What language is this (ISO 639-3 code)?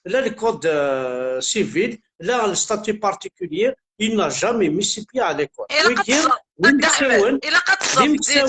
kab